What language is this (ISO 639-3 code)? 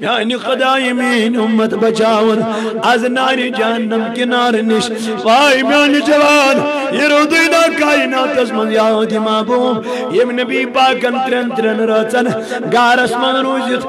kas